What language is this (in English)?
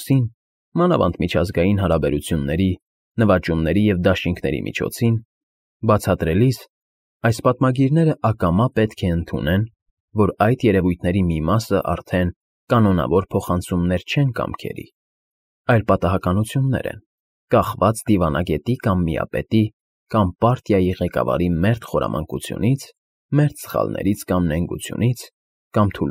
Armenian